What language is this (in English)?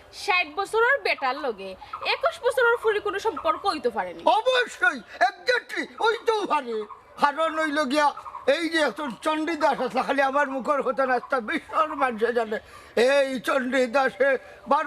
Sylheti